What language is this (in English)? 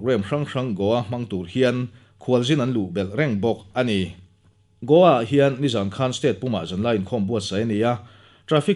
Mizo